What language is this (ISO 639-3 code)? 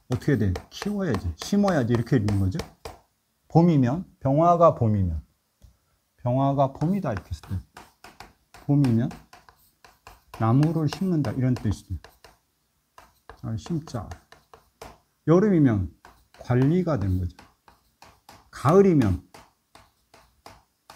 kor